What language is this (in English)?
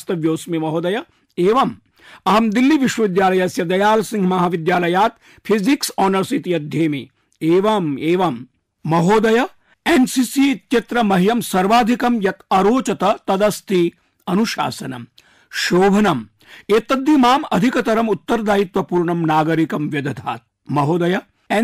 Sanskrit